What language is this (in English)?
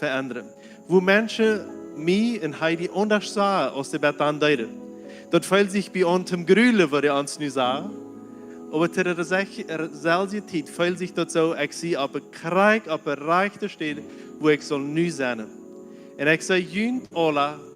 Plautdietsch